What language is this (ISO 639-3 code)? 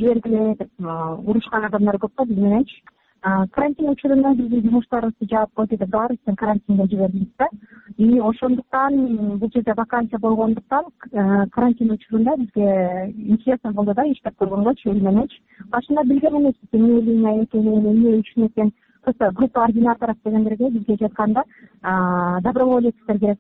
kir